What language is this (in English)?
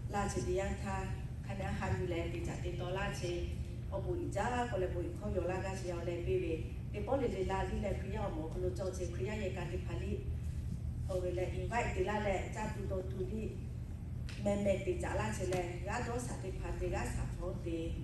Lahu